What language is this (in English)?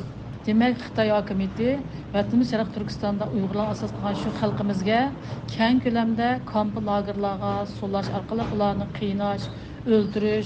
Uyghur